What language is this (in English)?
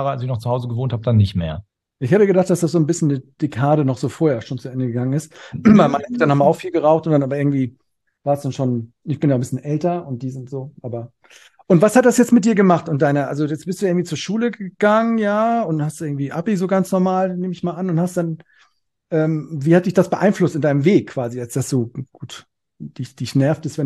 German